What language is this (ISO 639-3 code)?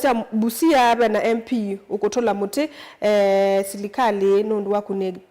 kam